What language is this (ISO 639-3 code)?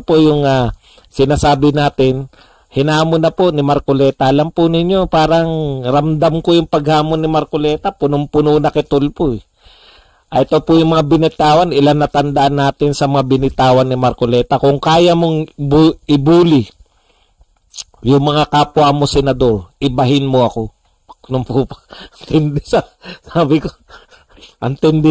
fil